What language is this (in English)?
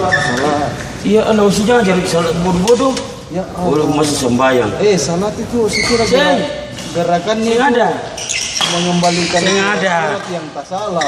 Ambonese Malay